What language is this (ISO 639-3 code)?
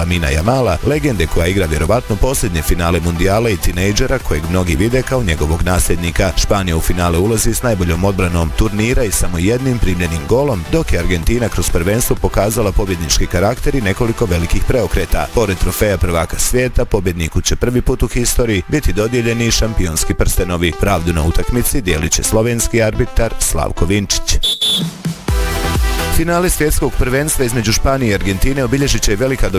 bos